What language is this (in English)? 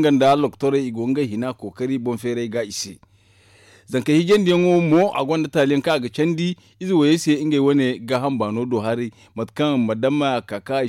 Zarma